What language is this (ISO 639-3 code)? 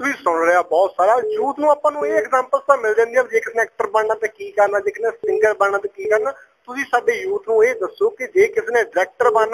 pan